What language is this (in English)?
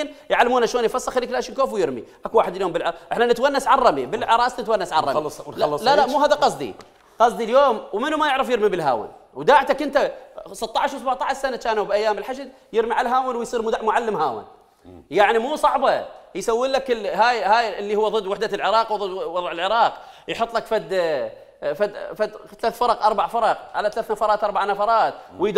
Mesopotamian Arabic